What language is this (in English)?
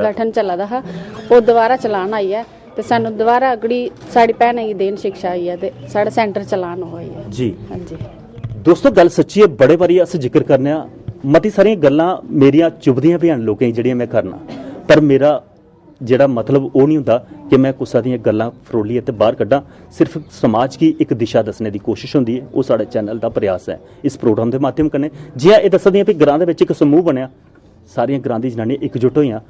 Dogri